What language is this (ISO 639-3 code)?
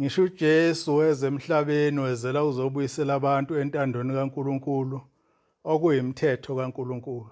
zul